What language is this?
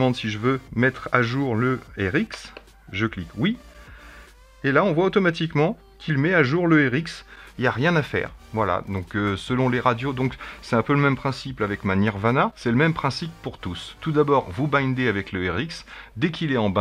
French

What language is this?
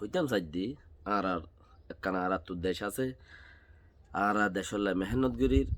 Rohingya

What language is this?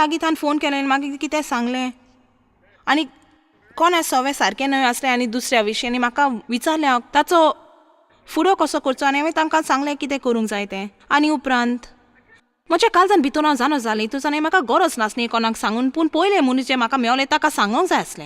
Konkani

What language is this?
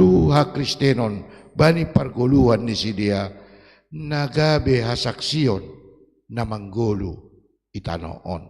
Batak Simalungun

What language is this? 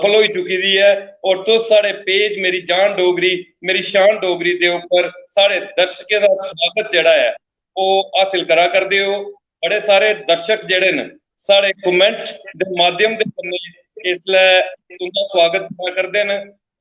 Dogri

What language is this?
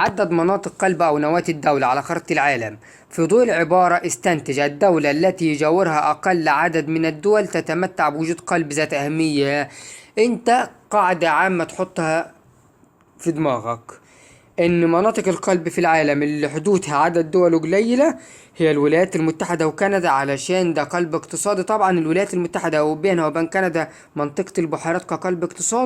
Egyptian Arabic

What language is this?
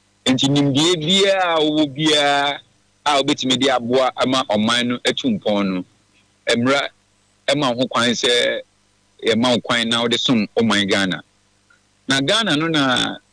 Akan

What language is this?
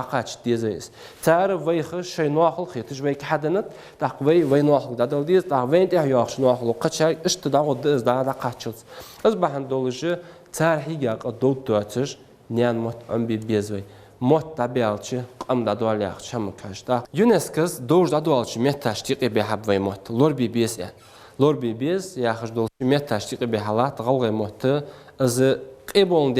Ingush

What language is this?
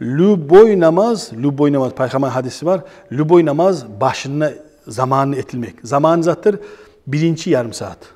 Kumyk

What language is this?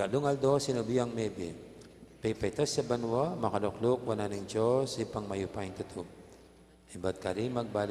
Pampanga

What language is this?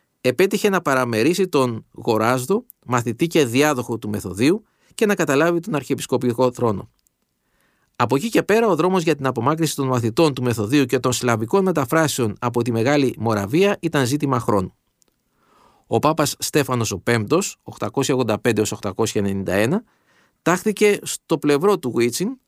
Greek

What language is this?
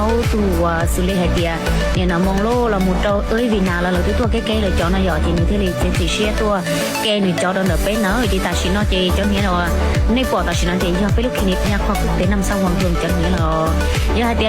Hmong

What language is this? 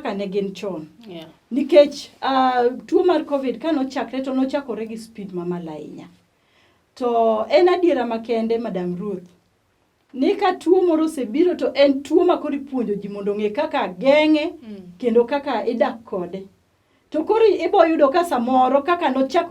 Luo (Kenya and Tanzania)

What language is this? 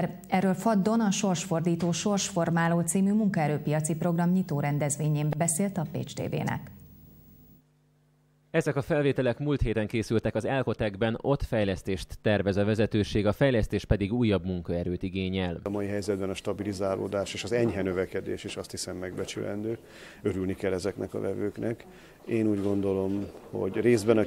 Hungarian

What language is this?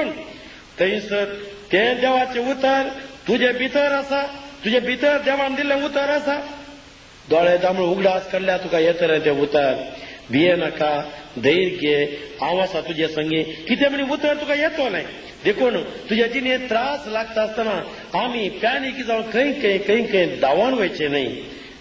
Konkani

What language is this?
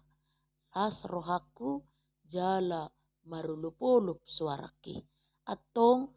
Batak Toba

